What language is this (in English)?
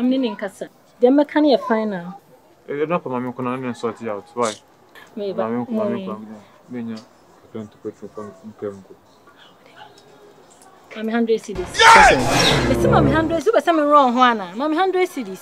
English